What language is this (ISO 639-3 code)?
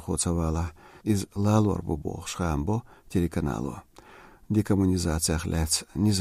che